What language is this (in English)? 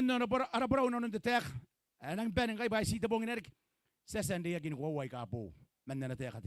Gilbertese